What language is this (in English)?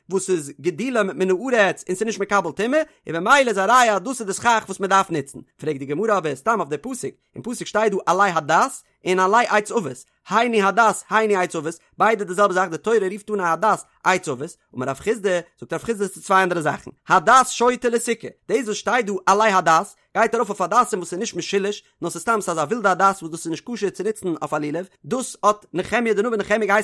Yiddish